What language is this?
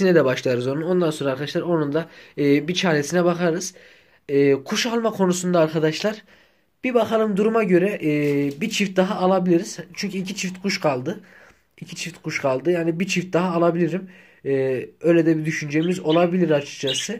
Turkish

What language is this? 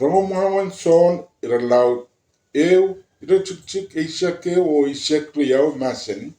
Pohnpeian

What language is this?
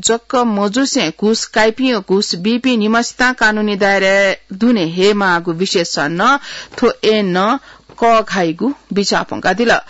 Newari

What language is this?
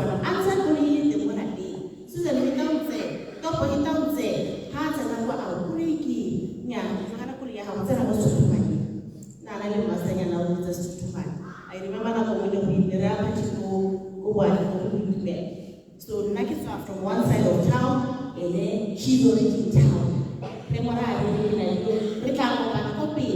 Tswana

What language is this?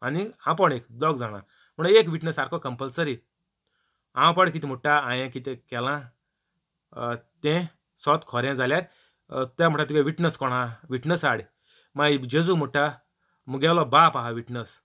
Konkani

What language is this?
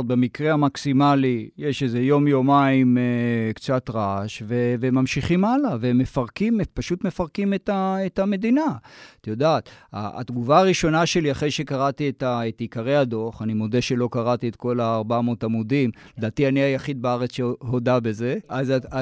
Hebrew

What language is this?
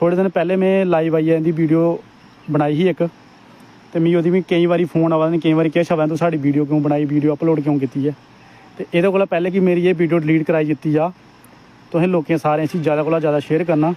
Dogri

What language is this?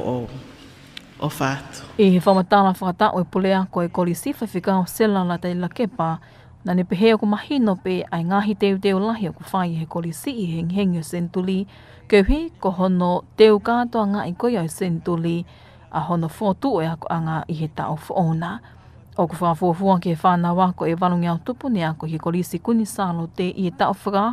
Tongan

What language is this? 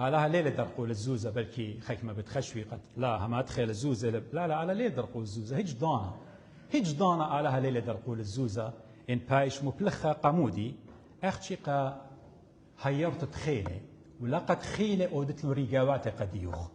Assyrian Neo-Aramaic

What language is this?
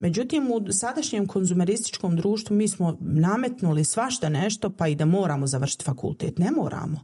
Bosnian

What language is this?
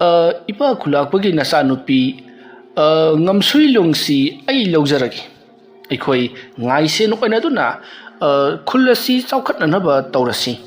Manipuri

